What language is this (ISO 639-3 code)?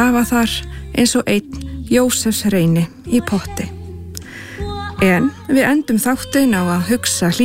isl